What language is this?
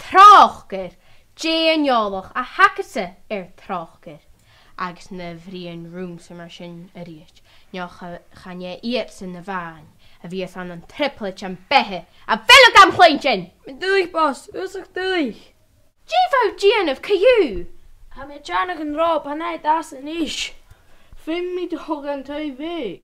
Scottish Gaelic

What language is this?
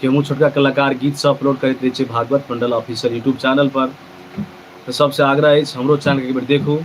Maithili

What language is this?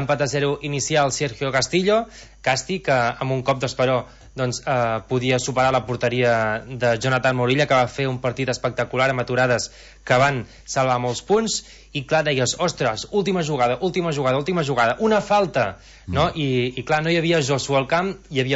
Catalan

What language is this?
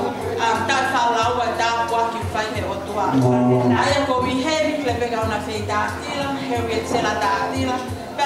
Tongan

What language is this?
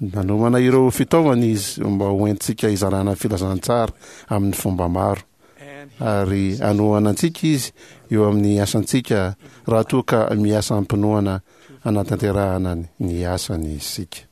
Malagasy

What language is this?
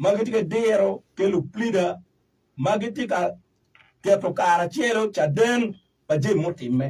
Acoli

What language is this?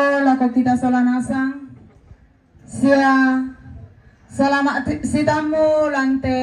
Toraja-Sa'dan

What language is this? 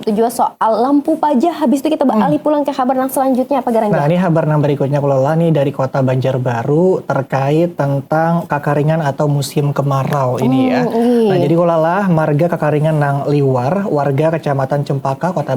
Banjar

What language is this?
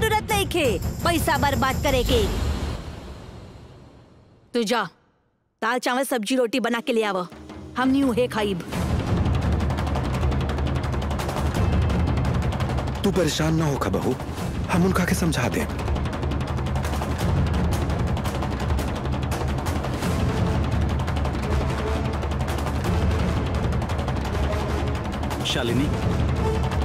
Bhojpuri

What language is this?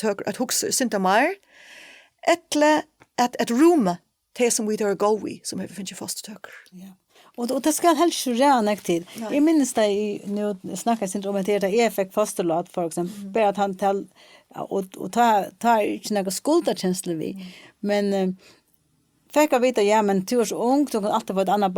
Faroese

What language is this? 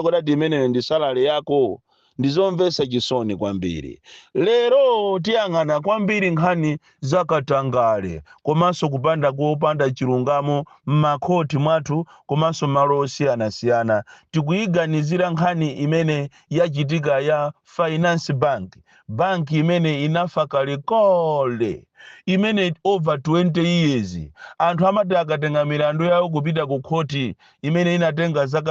Nyanja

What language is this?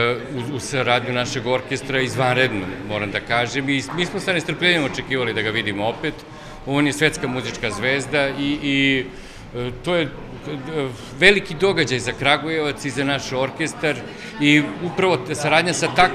Serbian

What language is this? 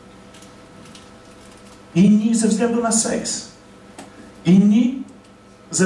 Polish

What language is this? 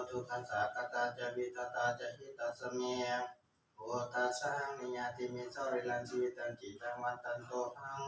Pali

